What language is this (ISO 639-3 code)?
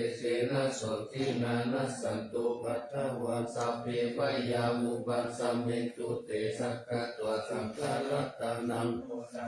pli